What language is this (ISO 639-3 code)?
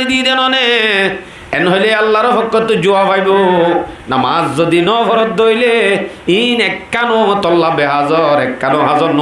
rhg